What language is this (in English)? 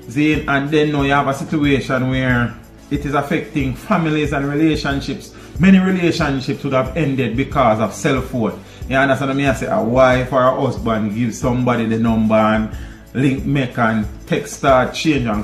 Jamaican Creole English